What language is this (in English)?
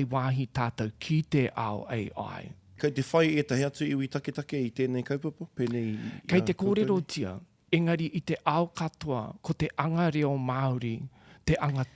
Māori